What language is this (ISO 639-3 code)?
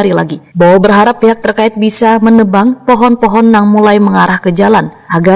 bjn